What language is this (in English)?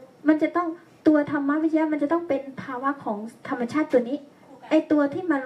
Thai